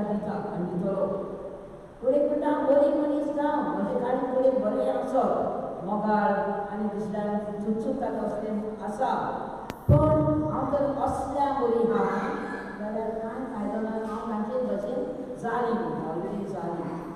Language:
Konkani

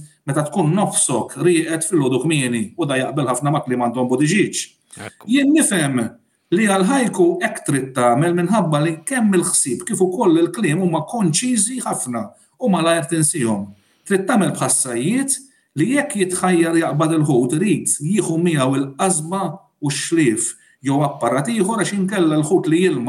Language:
Maltese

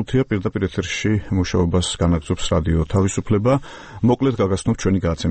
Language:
Georgian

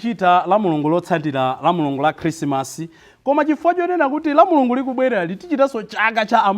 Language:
Nyanja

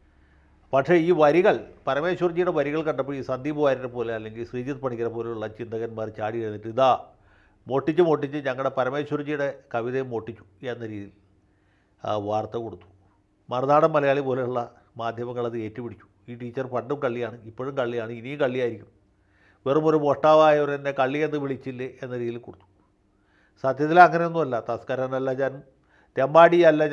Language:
Malayalam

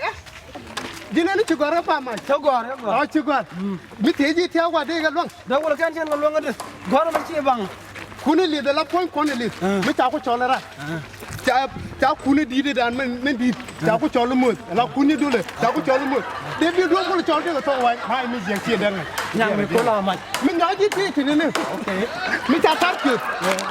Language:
Nuer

